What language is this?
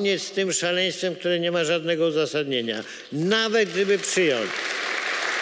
Polish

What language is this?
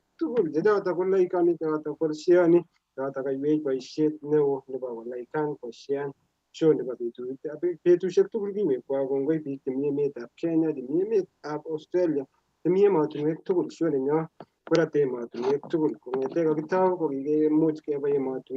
Kalenjin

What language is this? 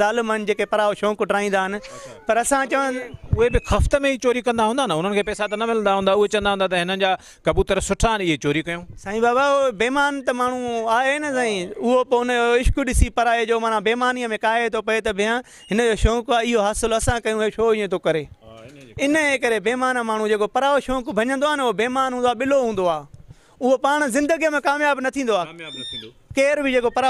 Sindhi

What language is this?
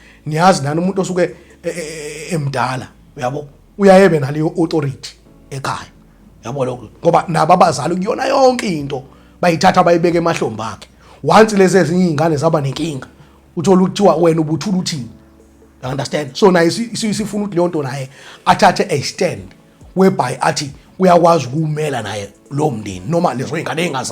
Zulu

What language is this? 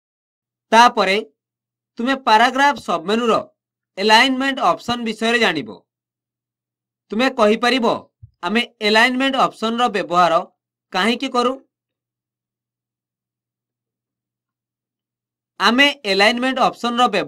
Odia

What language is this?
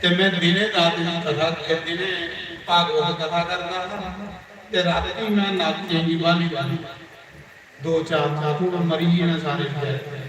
Dogri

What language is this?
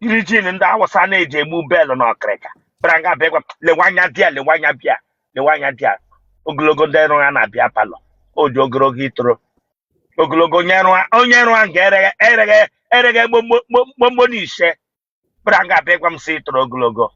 Igbo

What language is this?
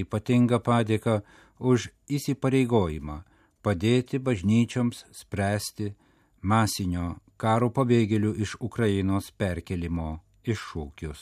Lithuanian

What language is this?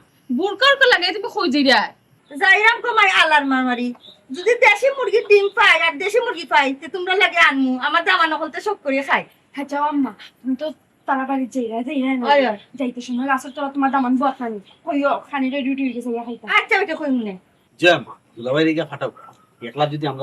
Sylheti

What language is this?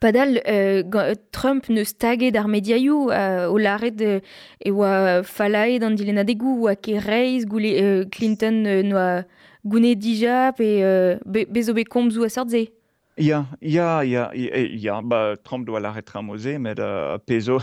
Breton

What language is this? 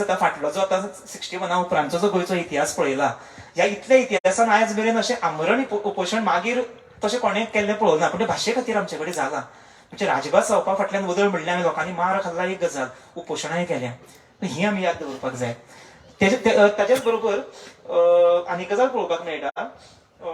Konkani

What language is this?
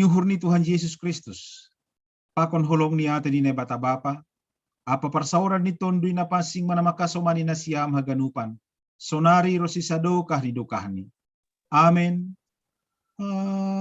Batak Simalungun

